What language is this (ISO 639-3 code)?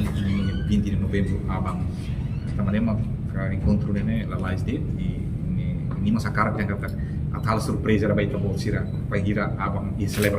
tet